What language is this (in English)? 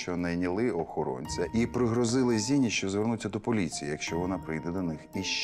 Ukrainian